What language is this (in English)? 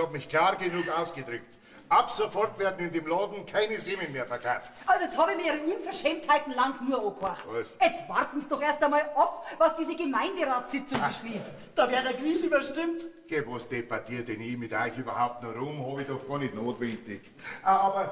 Bavarian